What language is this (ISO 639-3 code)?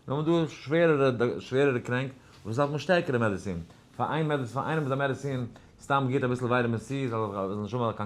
yid